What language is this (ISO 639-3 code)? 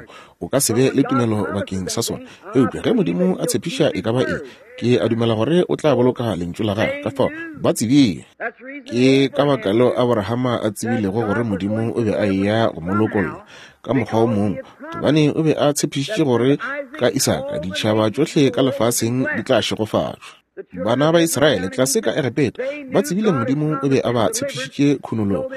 nso